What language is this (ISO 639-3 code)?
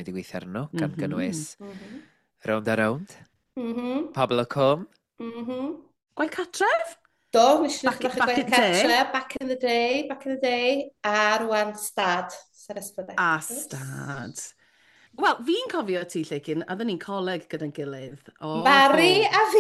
cym